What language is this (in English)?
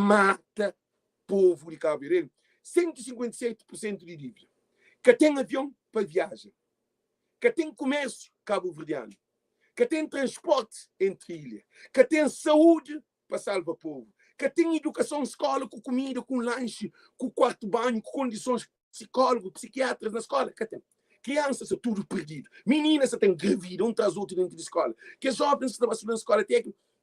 Kabuverdianu